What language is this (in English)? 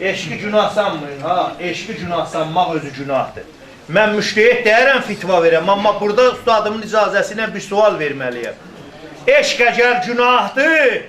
South Azerbaijani